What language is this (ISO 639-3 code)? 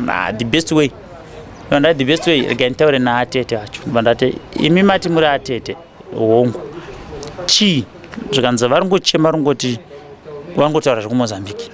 sna